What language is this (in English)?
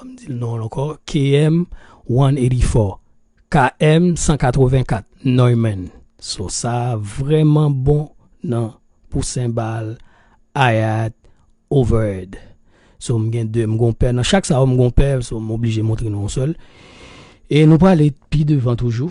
Haitian Creole